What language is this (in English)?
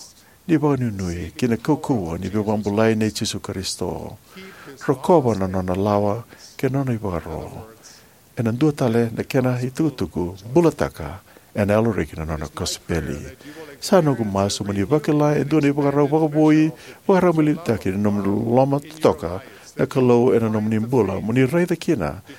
Fijian